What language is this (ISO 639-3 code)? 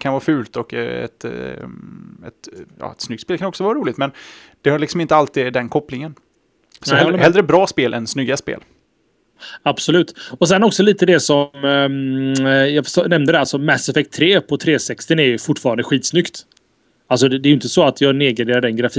swe